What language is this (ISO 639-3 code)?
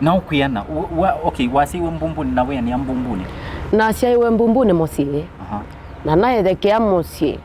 kam